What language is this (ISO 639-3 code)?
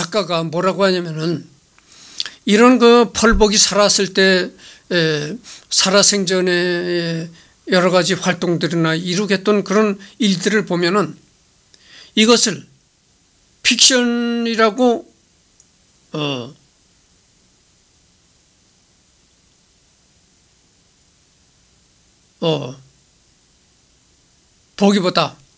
kor